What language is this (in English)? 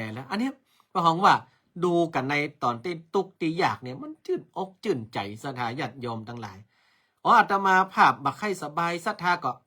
Northern Thai